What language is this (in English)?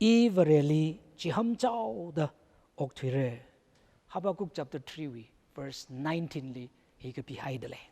Tangkhul Naga (India)